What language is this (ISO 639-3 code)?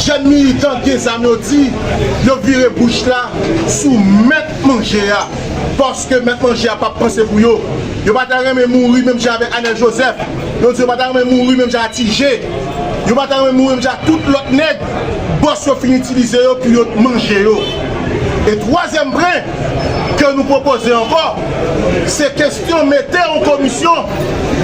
hat